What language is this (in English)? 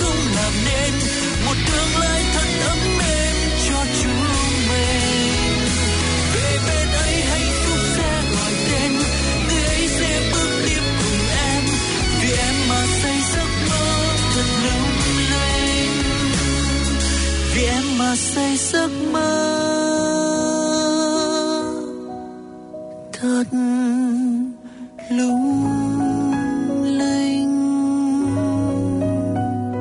Vietnamese